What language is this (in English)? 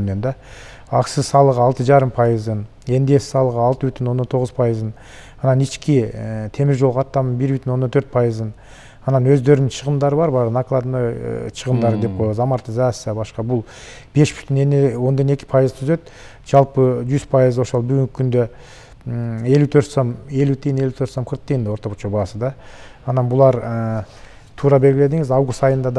Kyrgyz